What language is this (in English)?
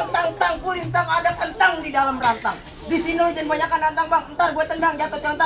Betawi